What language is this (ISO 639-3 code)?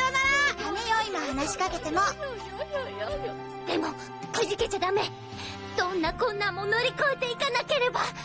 jpn